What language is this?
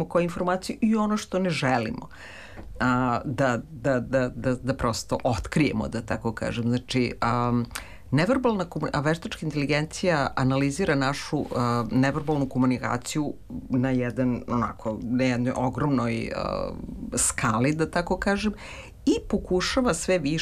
Serbian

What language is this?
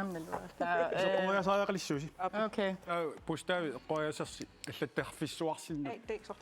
Kalaallisut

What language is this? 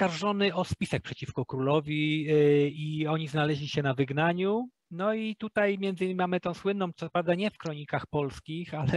Polish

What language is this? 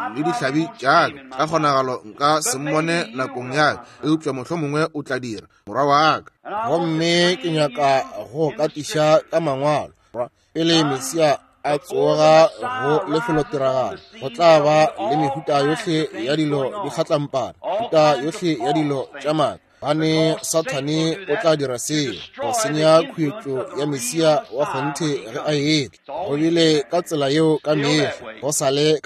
Northern Sotho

